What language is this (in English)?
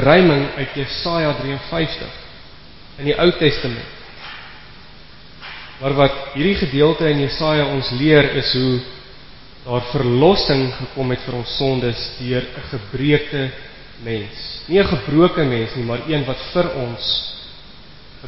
Afrikaans